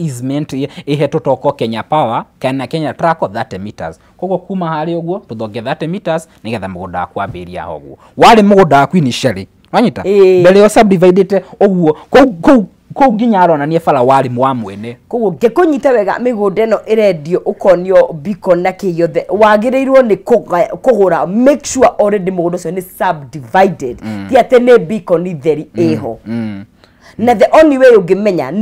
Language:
Kikuyu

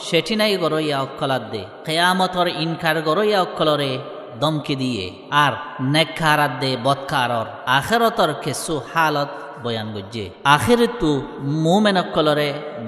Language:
Rohingya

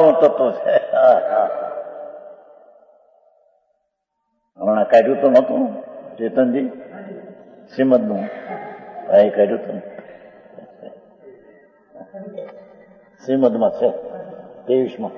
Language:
Gujarati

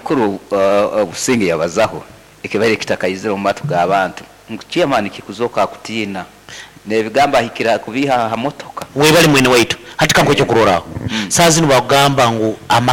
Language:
Nyankole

